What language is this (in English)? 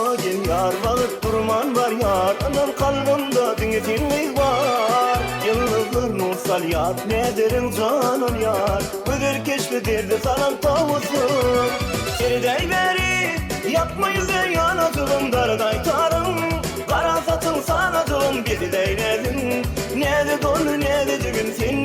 Turkmen